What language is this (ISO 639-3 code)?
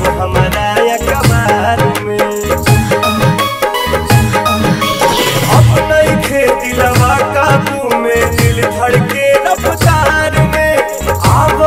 bho